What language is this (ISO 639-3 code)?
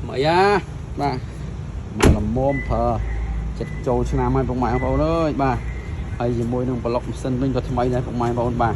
khm